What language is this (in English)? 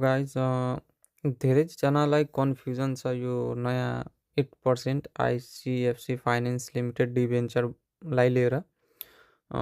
Nepali